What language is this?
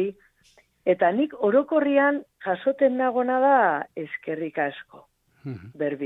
Basque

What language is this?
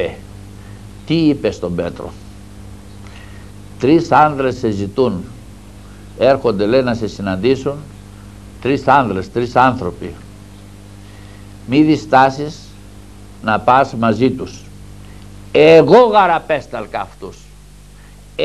Greek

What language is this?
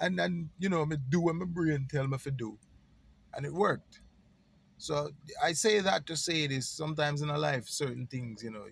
Jamaican Creole English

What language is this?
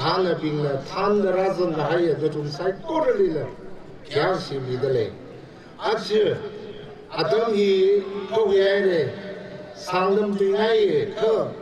Tangkhul Naga (India)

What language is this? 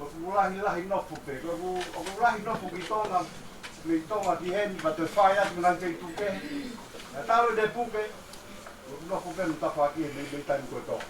Tongan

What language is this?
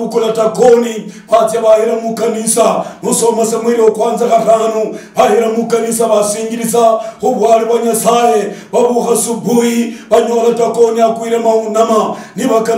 Luyia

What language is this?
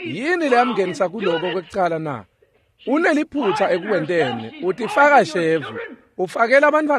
Swati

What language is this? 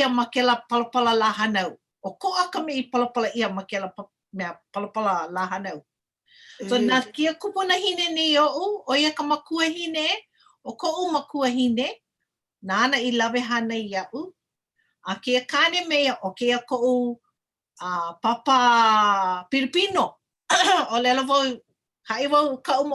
Hawaiian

